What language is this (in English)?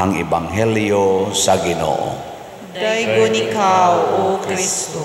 Cebuano